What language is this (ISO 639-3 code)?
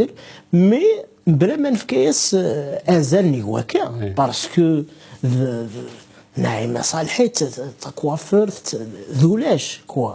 kab